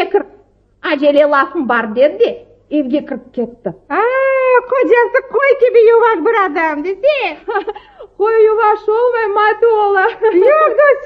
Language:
Crimean Tatar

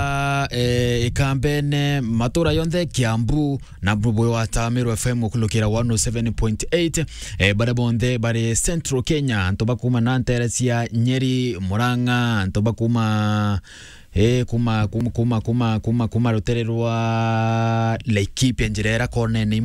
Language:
Meru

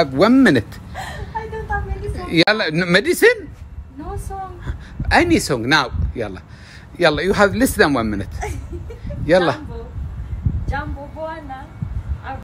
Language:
Gulf Arabic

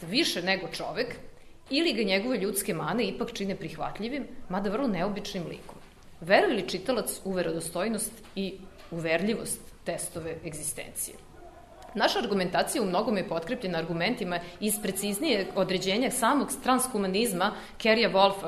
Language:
Serbian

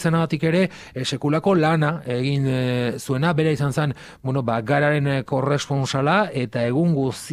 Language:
Basque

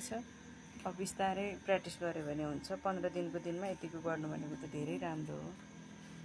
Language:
Nepali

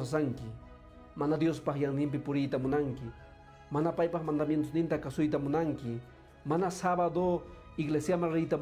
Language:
Quechua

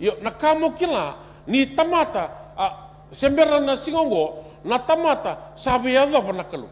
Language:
Fijian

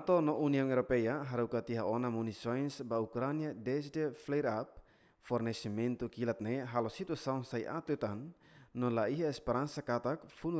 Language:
Tetum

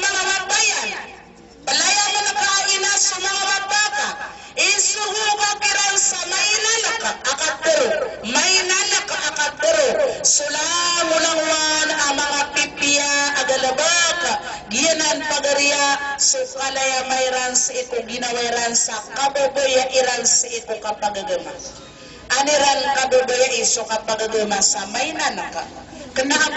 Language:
Maranao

